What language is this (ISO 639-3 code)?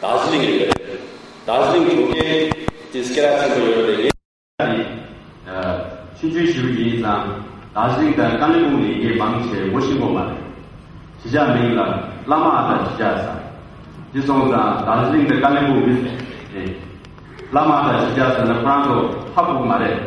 bod